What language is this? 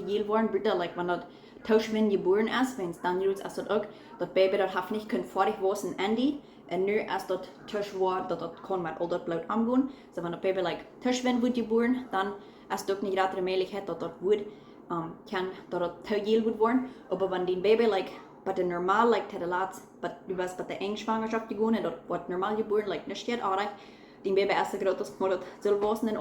Plautdietsch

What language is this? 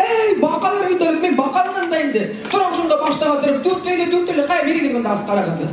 Bashkir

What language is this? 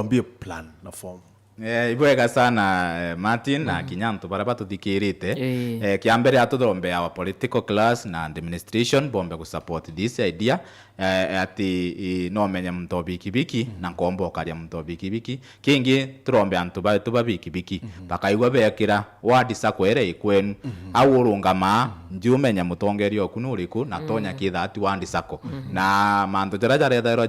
Meru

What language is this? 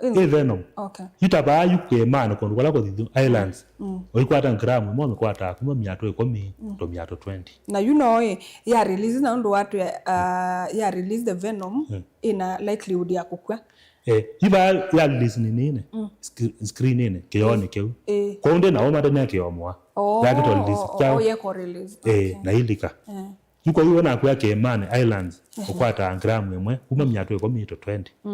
Kamba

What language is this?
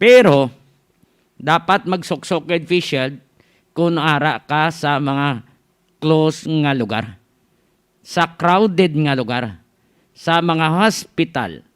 Hiligaynon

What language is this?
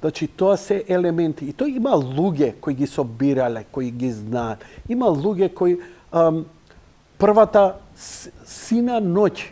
Macedonian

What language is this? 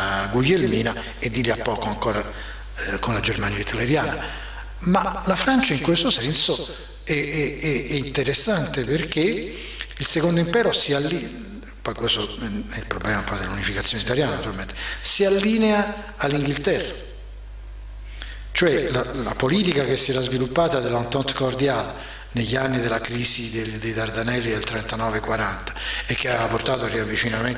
Italian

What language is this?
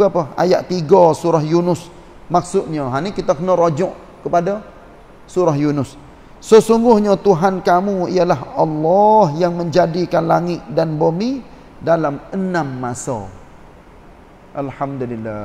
Malay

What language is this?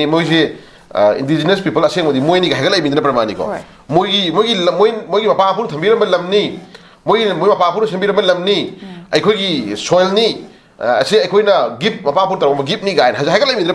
Manipuri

